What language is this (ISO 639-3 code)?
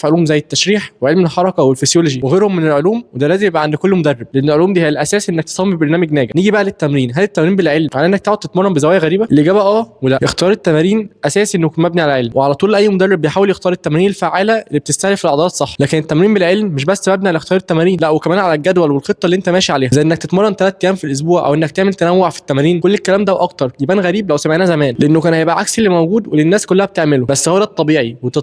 arz